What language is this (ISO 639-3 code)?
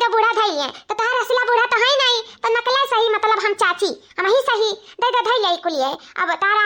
awa